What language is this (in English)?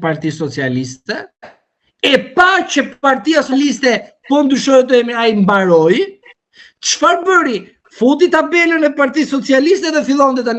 Albanian